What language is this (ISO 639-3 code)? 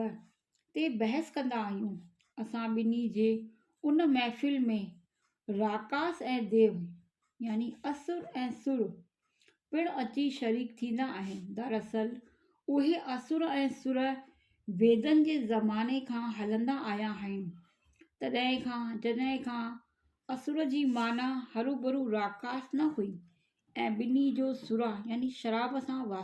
snd